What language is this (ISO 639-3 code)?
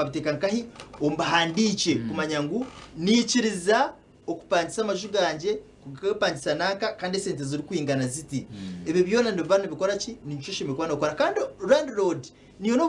nyn